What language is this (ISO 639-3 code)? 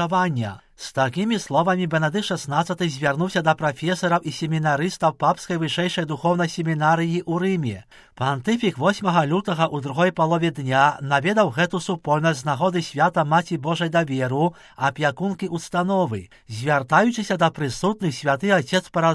bel